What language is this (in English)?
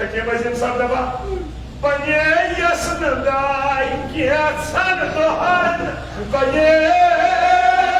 Kashmiri